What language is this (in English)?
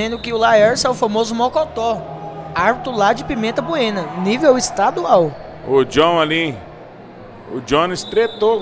Portuguese